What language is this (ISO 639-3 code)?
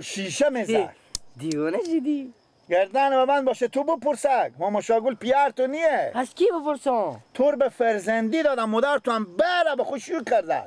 fas